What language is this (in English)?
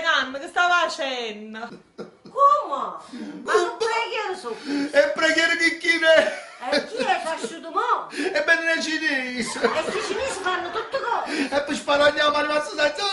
Neapolitan